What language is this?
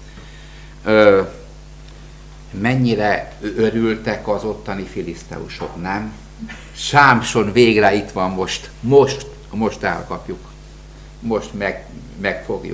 Hungarian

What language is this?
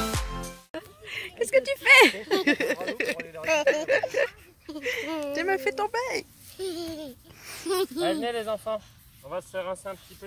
French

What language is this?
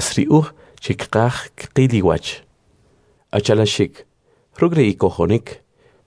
Kʼicheʼ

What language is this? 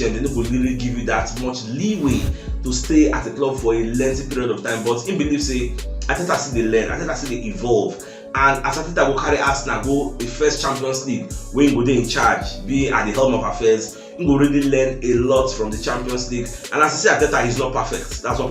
Nigerian Pidgin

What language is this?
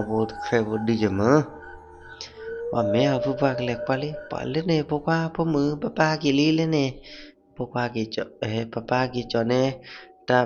S'gaw Karen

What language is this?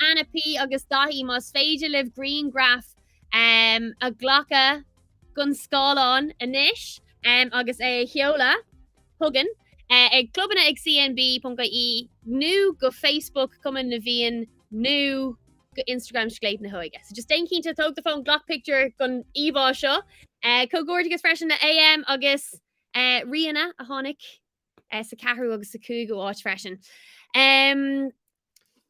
Irish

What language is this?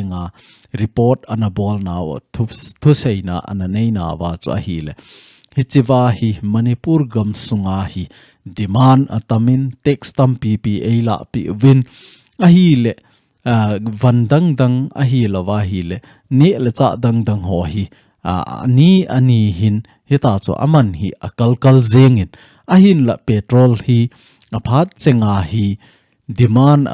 Thado Chin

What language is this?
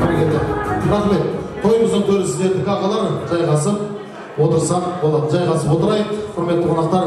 Kara-Kalpak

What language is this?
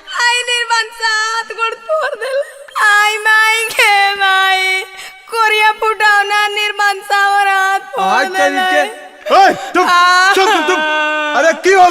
Magahi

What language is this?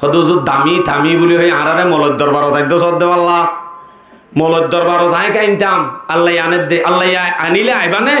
Rohingya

